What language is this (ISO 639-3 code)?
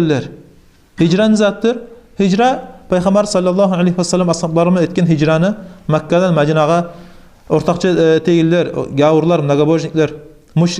kum